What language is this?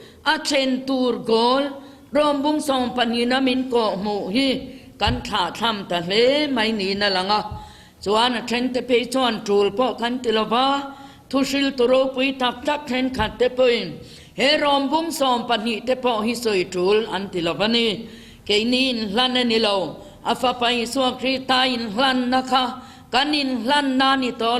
Mizo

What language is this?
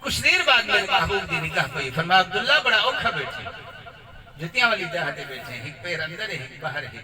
Saraiki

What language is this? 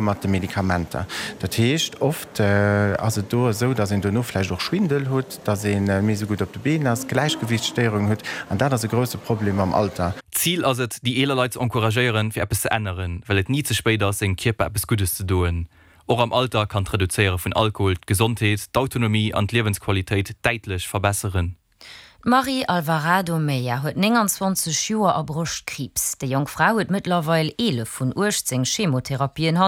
Luxembourgish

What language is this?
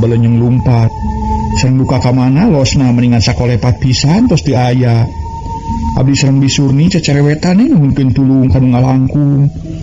Sundanese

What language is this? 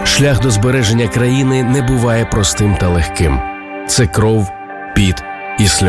Ukrainian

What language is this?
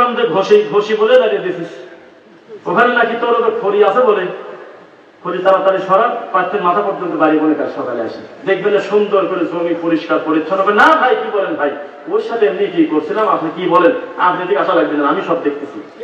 Bangla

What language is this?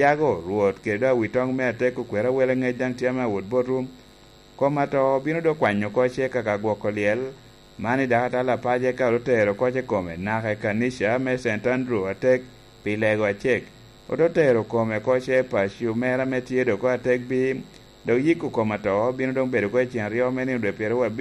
Lango (Uganda)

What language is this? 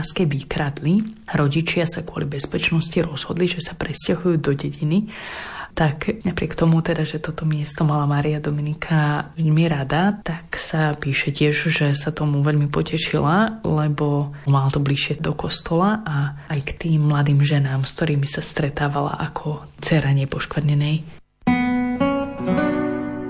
Slovak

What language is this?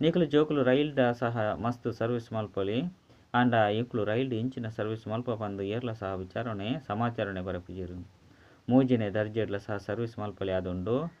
Tulu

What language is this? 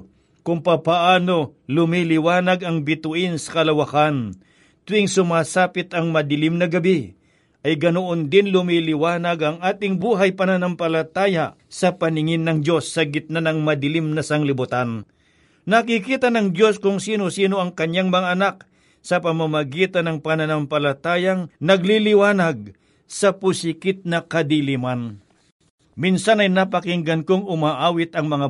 Filipino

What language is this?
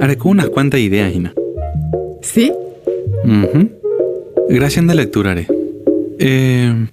Guarani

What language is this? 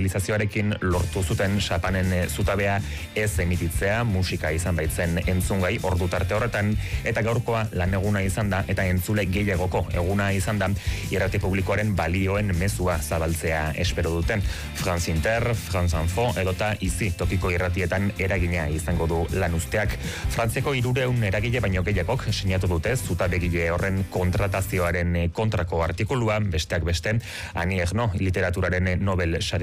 Basque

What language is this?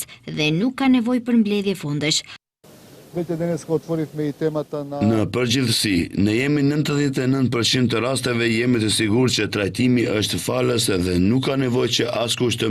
Albanian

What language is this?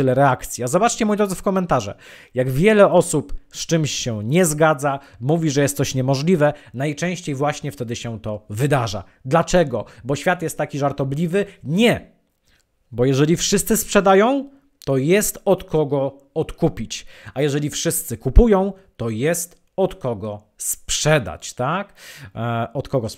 Polish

